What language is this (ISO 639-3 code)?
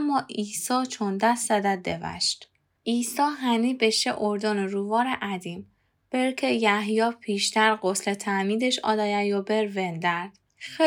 glk